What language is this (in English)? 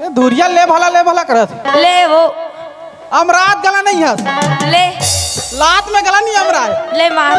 Chhattisgarhi